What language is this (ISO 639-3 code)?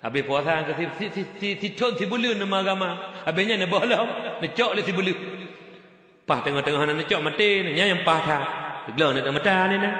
ace